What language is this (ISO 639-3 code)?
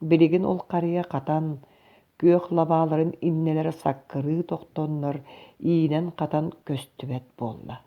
sah